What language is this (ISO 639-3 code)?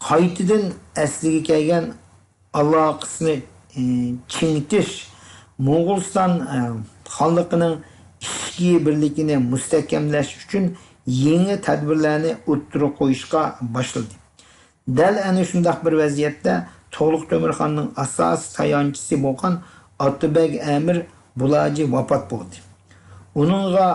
uig